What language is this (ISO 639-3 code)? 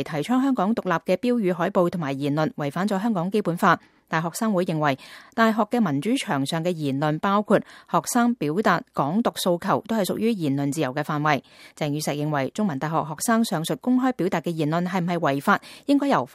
yue